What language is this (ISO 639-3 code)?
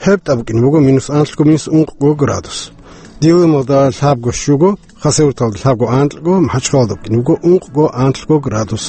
ava